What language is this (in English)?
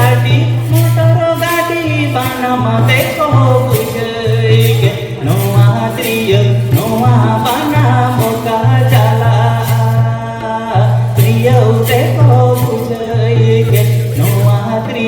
Santali